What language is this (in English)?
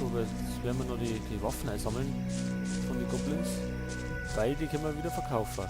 Bavarian